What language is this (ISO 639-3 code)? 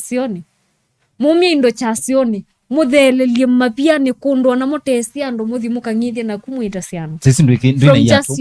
kam